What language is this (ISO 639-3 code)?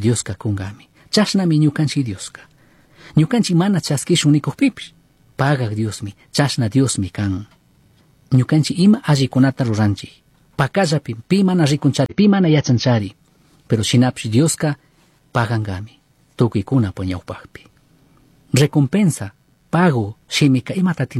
qug